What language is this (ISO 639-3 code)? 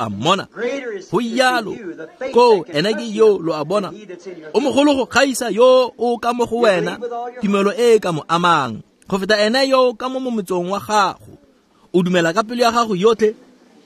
tsn